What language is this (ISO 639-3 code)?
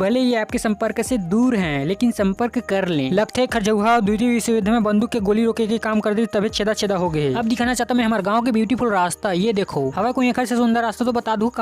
hne